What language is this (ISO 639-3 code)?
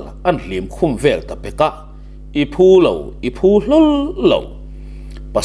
lus